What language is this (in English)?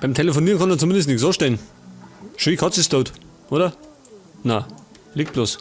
Bavarian